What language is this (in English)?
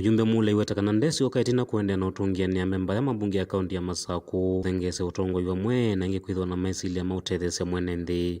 Kamba